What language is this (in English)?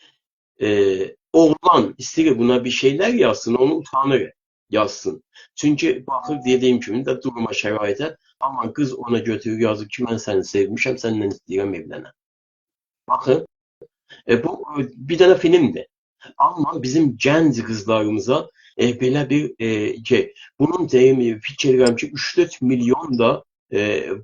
South Azerbaijani